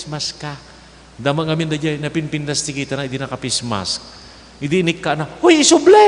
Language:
Iloko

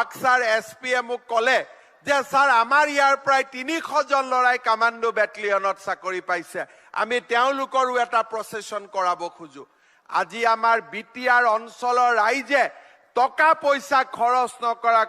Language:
Assamese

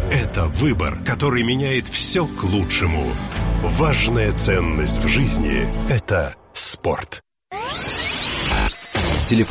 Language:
Russian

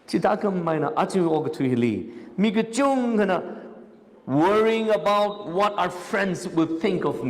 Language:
Tangkhul Naga (India)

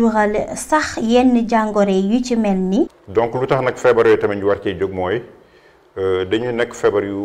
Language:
Wolof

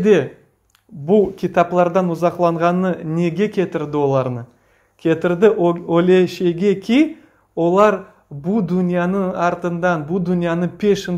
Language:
Crimean Tatar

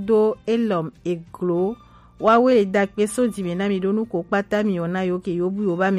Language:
Gen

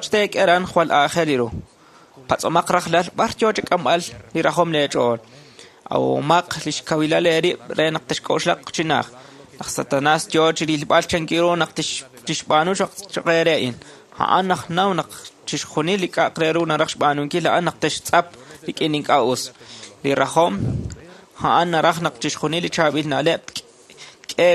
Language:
Kekchí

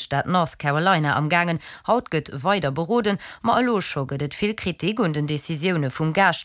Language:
Luxembourgish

